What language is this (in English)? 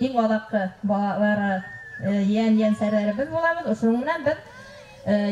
Bashkir